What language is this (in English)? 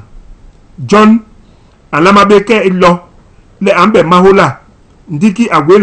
Basaa